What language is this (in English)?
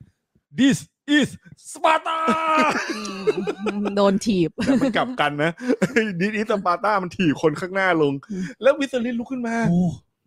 Thai